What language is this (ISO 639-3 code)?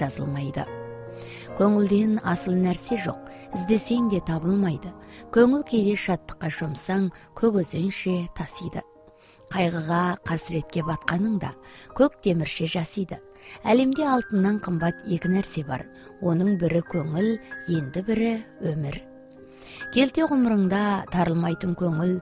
kaz